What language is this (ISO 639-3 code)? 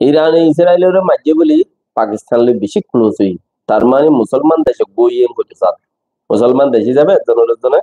rhg